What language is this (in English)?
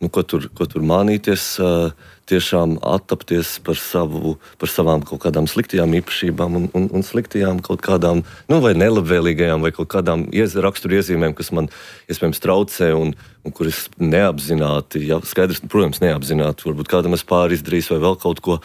Latvian